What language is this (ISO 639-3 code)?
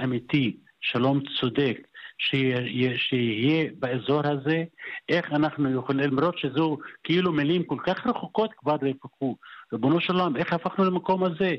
heb